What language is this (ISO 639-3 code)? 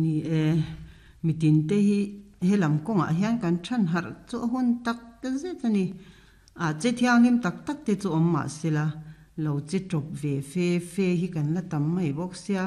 lus